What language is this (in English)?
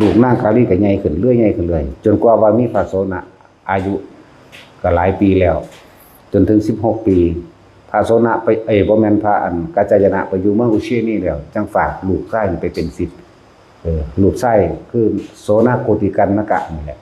Lao